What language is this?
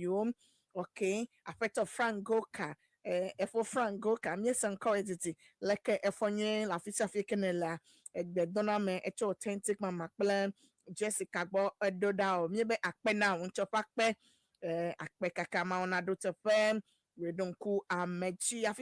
Ewe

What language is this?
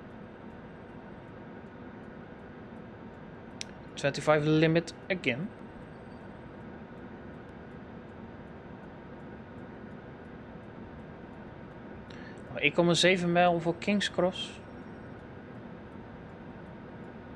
Dutch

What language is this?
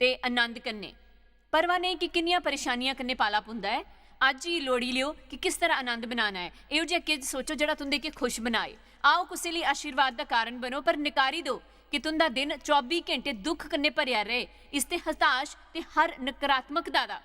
Dogri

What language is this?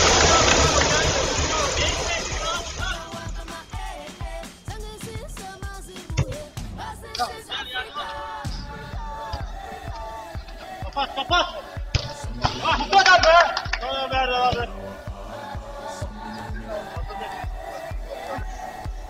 Turkish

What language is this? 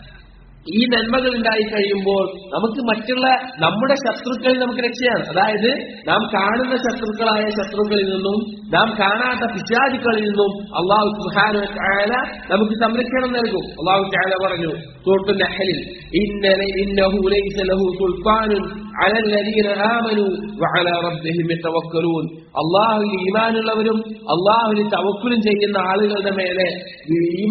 Malayalam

